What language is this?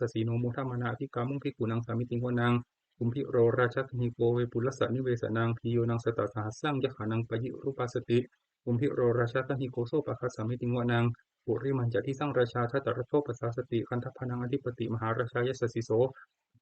Pali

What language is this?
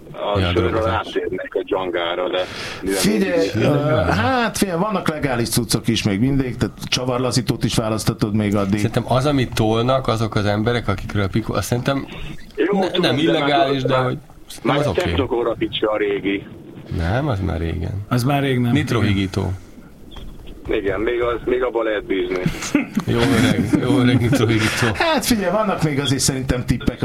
Hungarian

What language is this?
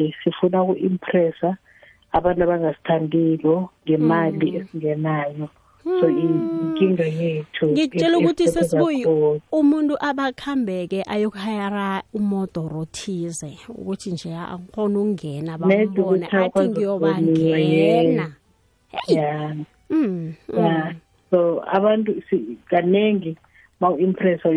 South Ndebele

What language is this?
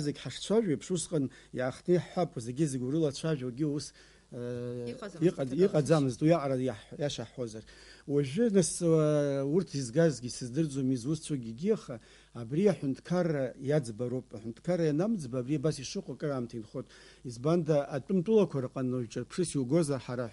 Abkhazian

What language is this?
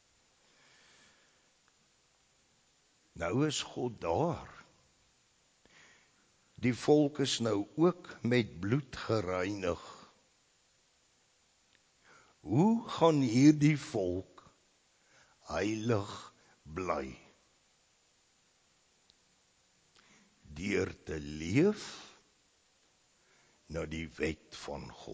Afrikaans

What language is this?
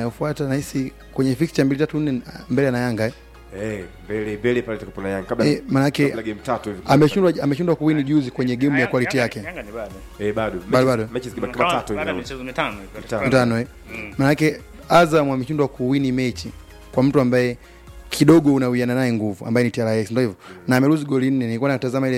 Swahili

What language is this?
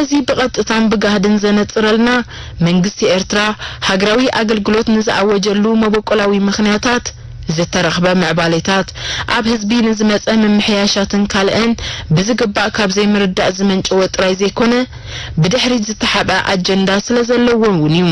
Tigrinya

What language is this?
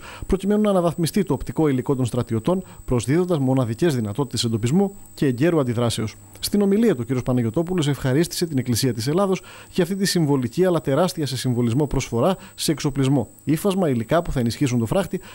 Greek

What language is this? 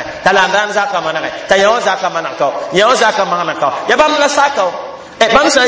Mossi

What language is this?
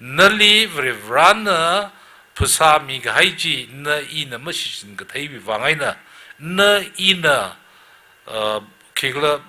Tangkhul Naga (India)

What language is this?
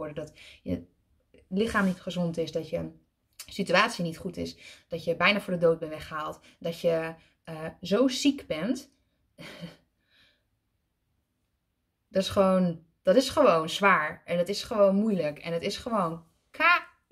Dutch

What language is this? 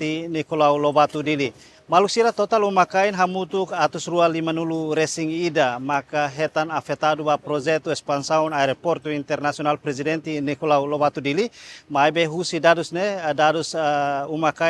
Tetum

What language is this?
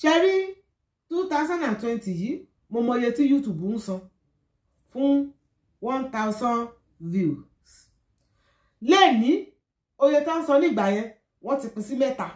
Yoruba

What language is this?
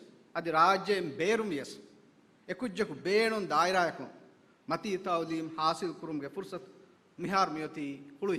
Divehi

